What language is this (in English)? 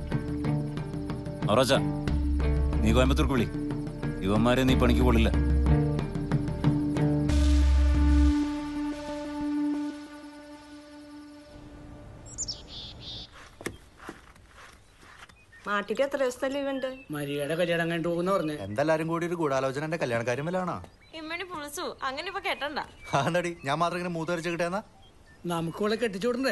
Malayalam